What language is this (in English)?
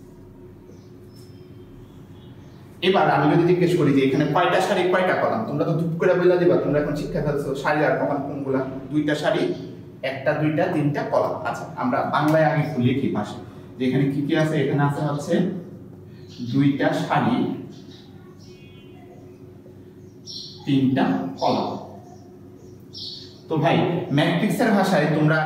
Bangla